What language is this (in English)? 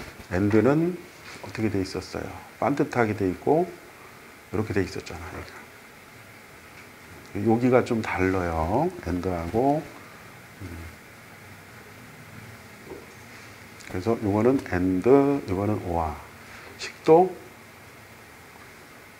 Korean